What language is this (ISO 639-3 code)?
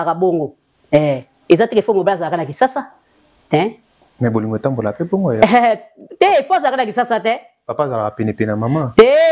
lin